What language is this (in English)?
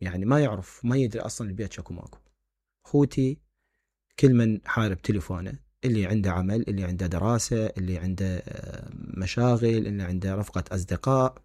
Mesopotamian Arabic